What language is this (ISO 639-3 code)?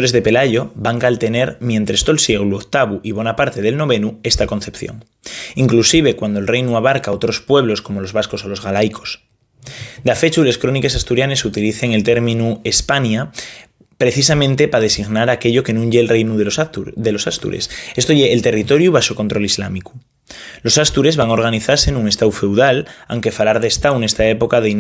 ast